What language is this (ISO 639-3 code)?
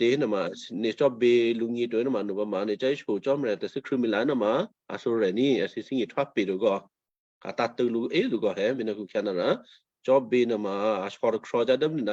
kyu